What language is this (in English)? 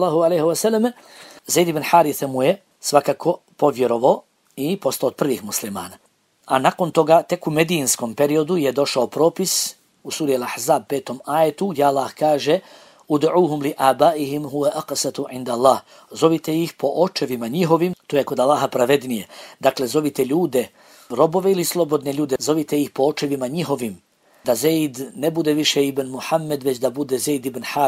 Bosnian